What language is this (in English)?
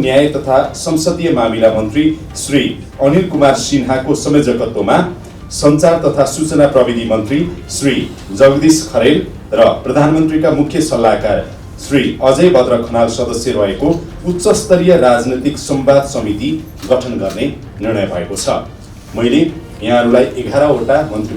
Nepali